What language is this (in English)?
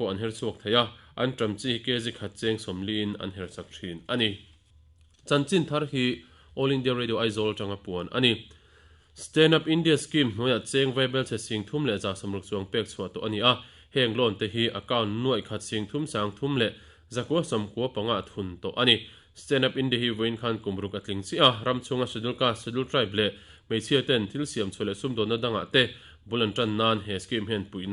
Mizo